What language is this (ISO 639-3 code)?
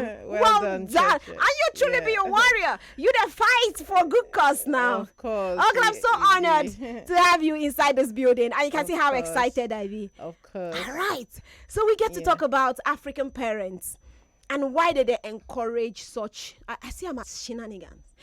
pcm